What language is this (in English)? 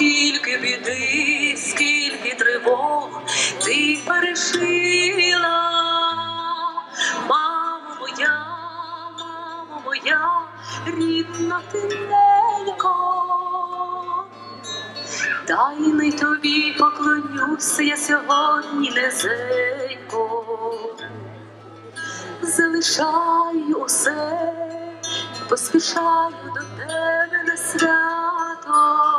Ukrainian